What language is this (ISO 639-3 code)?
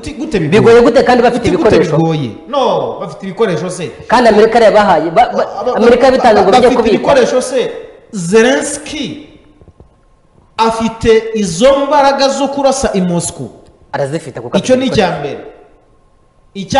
kin